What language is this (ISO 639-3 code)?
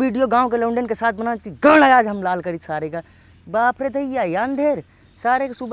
awa